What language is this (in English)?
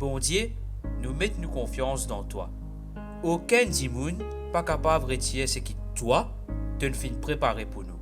Morisyen